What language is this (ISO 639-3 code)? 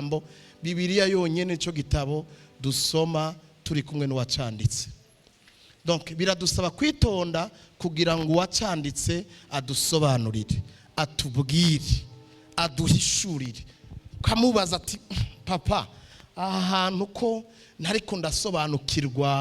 run